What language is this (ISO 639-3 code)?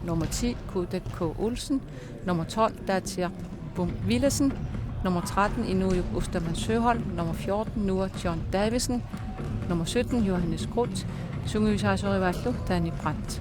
kal